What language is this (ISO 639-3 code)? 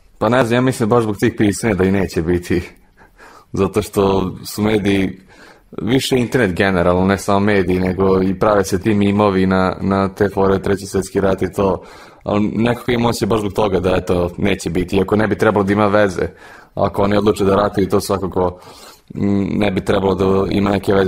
srp